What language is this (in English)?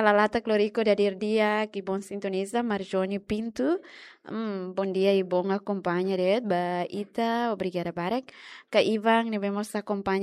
Tetum